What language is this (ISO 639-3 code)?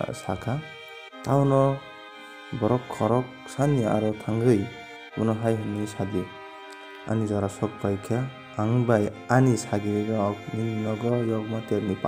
trp